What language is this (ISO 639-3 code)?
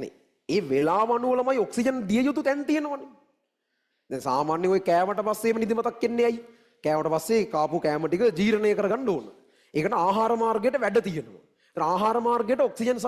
sin